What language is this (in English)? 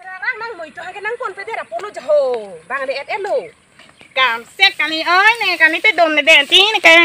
Karbi